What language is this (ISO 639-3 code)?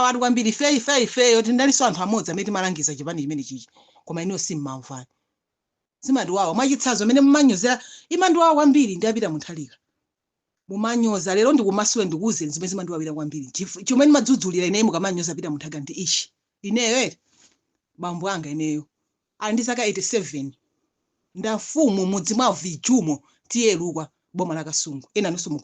nya